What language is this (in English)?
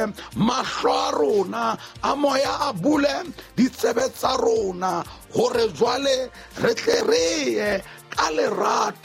Southern Sotho